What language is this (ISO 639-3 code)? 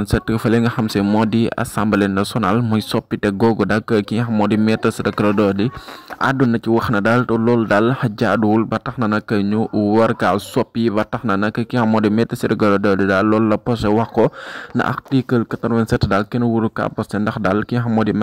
wol